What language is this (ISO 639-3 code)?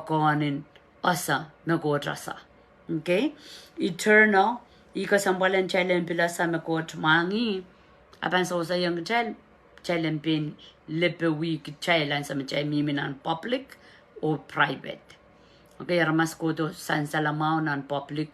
pon